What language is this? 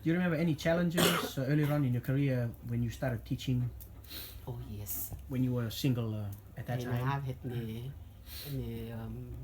Rotuman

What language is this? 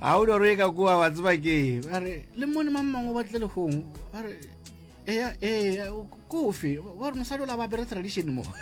Northern Sotho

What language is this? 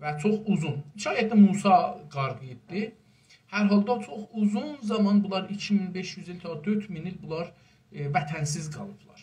South Azerbaijani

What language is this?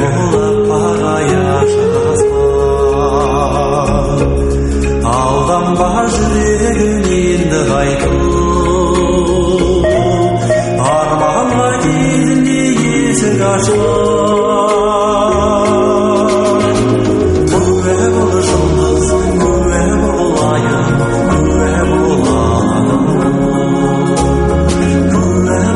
Kazakh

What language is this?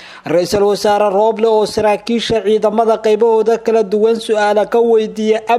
Somali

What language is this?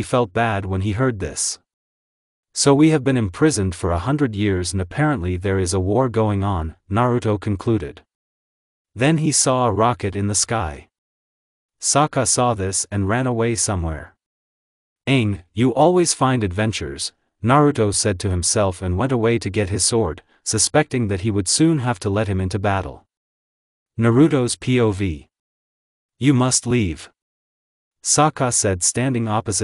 English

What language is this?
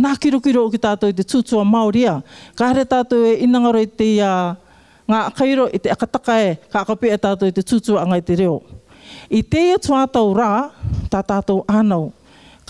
Rarotongan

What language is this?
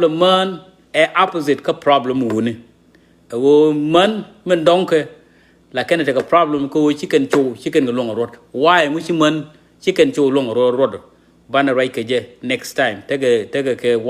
Nuer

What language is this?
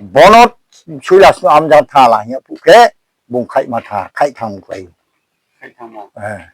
Riang (India)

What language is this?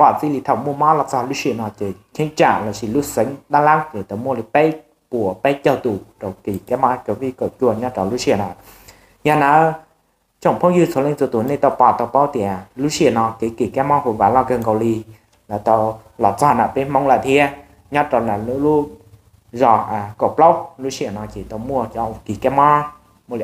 Hmong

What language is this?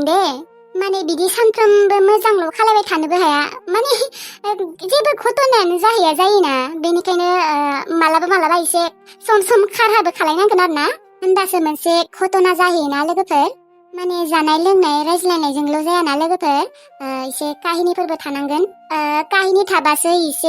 Bodo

